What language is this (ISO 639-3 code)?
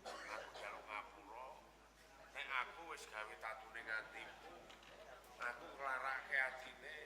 jav